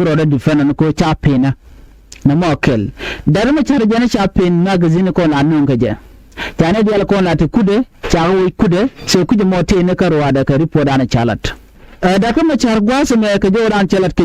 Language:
Nuer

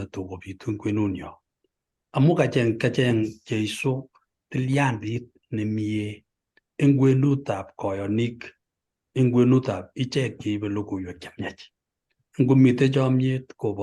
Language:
Kalenjin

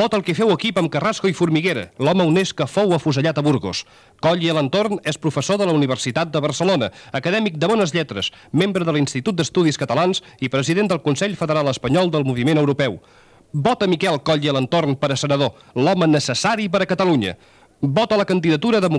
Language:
Catalan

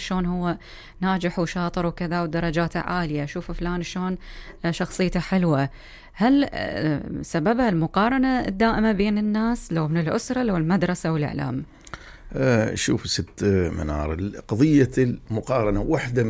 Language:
Mesopotamian Arabic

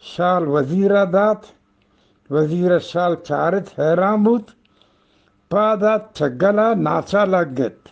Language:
Eastern Balochi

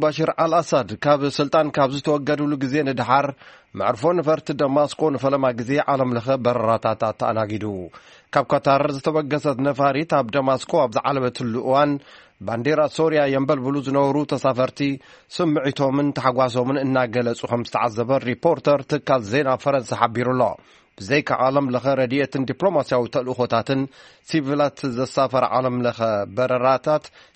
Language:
Tigrinya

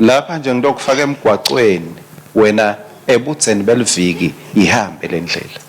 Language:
Swati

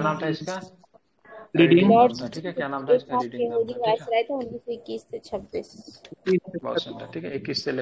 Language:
Hindi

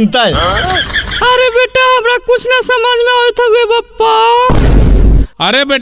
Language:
Magahi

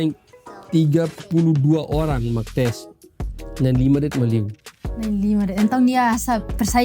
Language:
Tetum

